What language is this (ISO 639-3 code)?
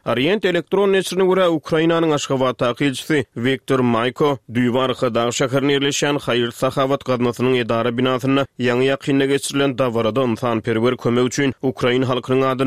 tuk